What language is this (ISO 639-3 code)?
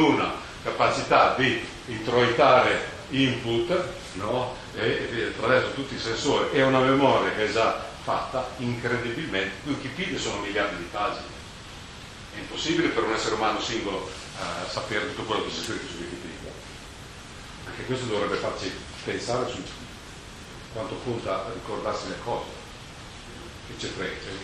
ita